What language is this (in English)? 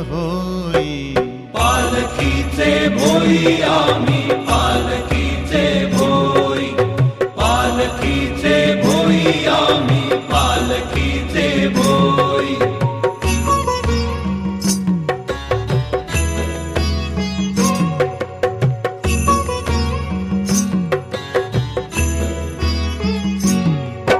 Marathi